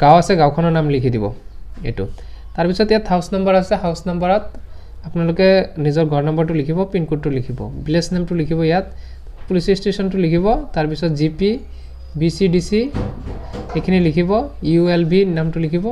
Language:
Assamese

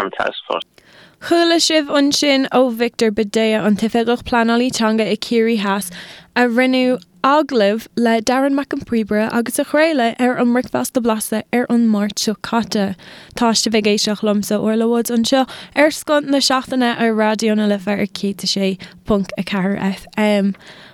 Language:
Irish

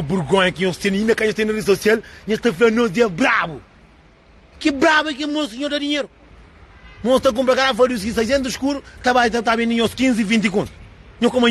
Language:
Kabuverdianu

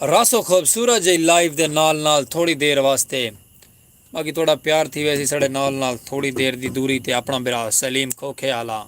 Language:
Saraiki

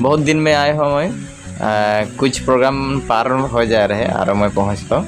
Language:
Sadri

